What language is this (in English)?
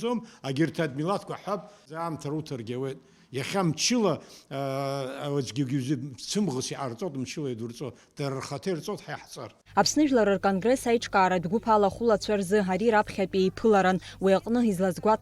Abkhazian